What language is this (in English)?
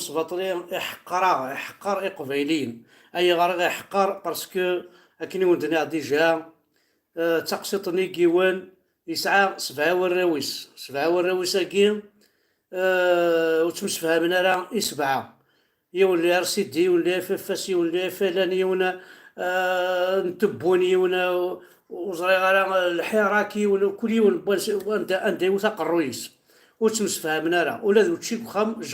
Kabyle